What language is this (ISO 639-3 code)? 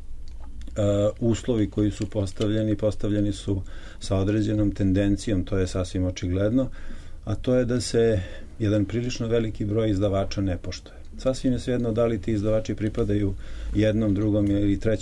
srp